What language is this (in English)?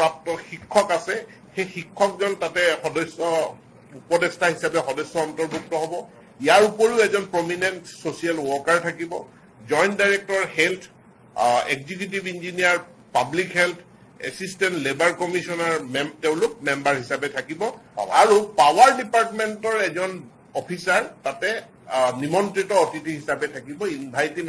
Assamese